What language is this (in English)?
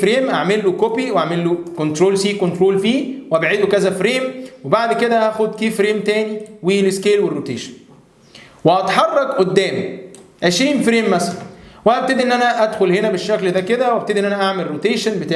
Egyptian Arabic